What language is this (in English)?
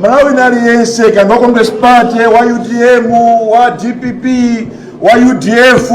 Nyanja